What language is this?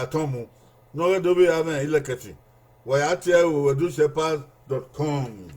Bini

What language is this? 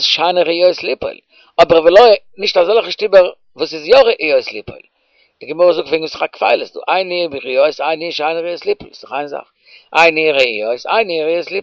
Yiddish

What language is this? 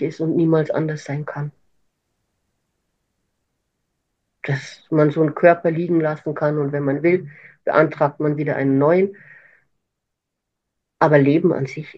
German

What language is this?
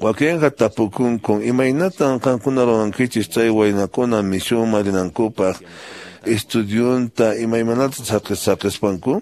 Quechua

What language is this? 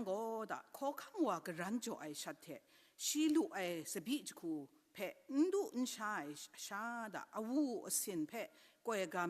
Kachin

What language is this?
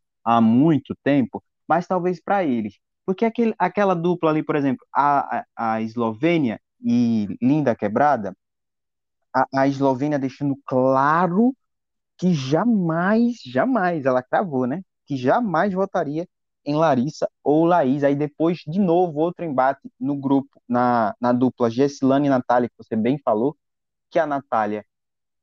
Portuguese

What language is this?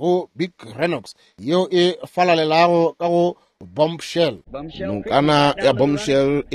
Northern Sotho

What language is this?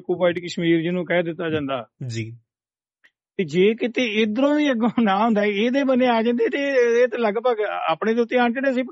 Punjabi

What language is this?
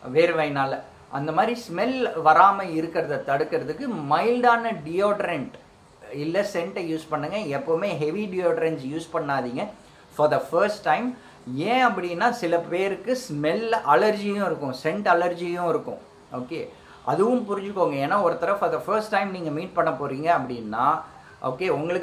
Tamil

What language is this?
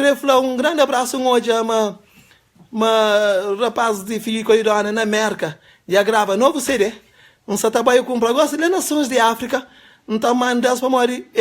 Kabuverdianu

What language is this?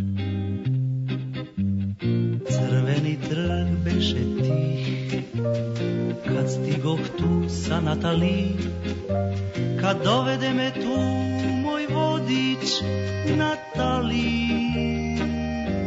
Serbian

